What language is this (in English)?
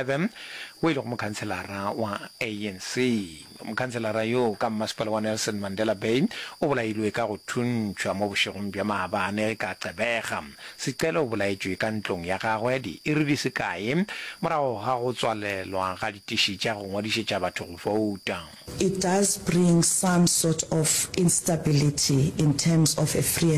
Northern Sotho